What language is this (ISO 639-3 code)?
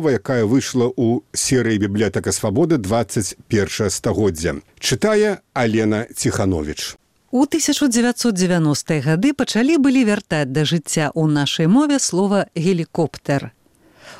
bel